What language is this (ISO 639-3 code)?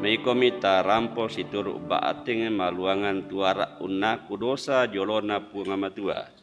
sda